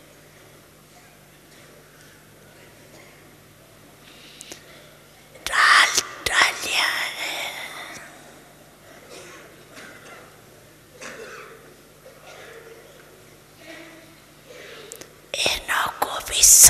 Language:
Hindi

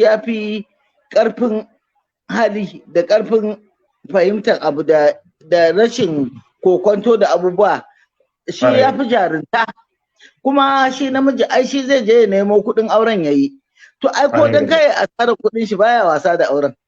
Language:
Hausa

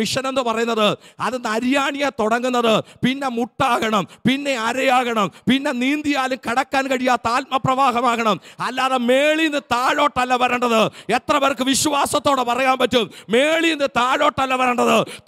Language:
Malayalam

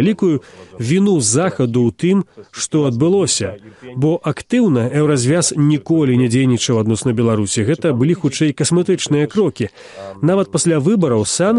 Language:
Belarusian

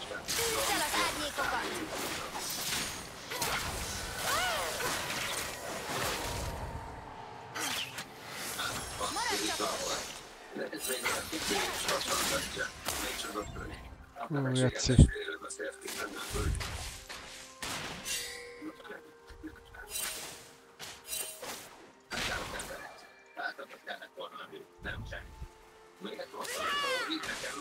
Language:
Hungarian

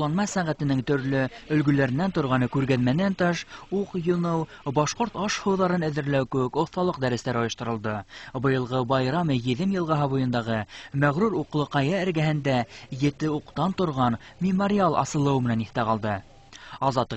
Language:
Bashkir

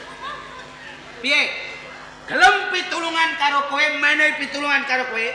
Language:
Javanese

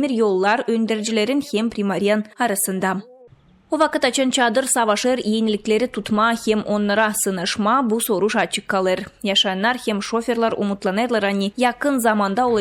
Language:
Gagauz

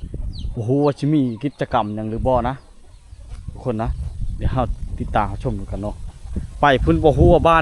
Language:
Lao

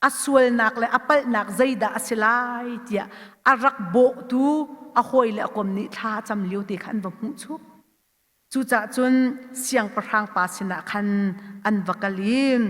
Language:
Hakha Chin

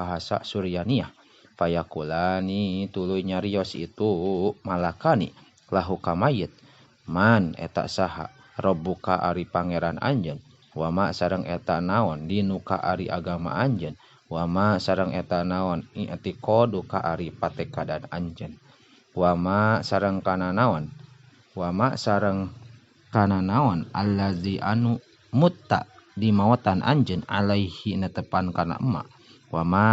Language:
Sundanese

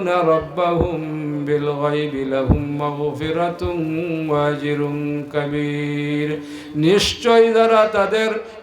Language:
Sylheti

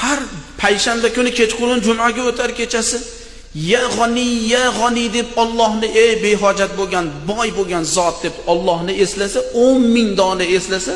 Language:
Uzbek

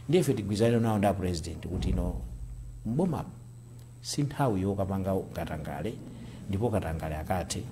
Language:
Nyanja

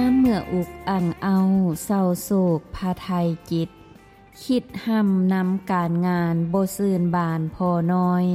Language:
Lao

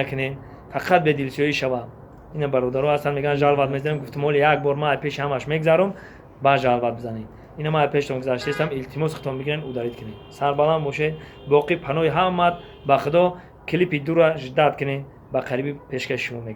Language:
Tajik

